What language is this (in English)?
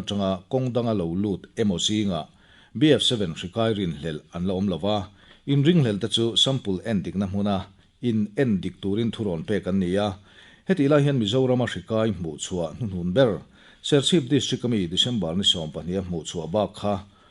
Mizo